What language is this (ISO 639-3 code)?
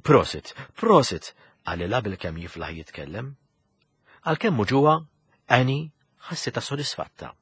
mlt